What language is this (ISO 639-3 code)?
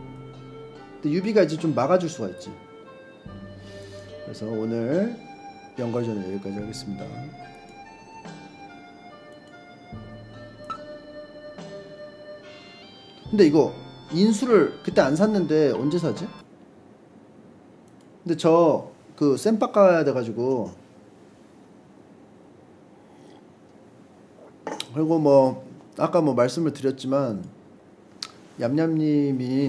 kor